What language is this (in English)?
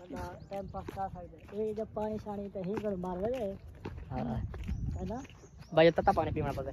Saraiki